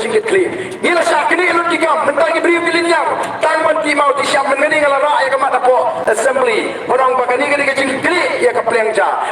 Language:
Khasi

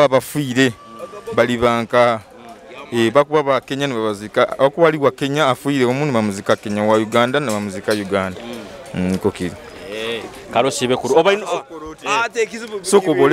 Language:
Nyoro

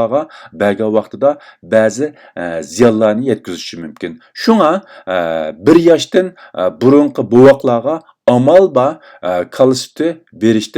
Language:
Uyghur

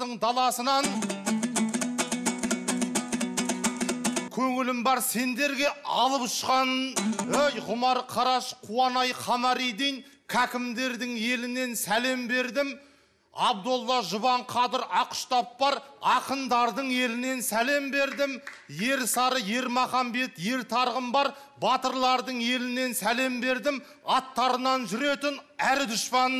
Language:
Kazakh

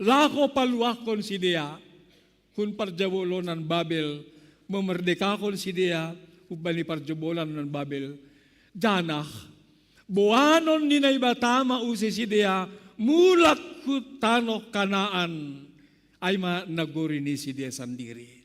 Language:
Batak Simalungun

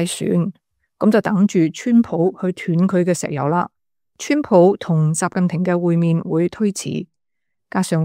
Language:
Cantonese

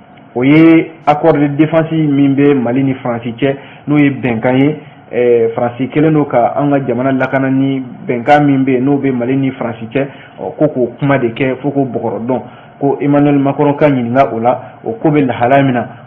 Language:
Bambara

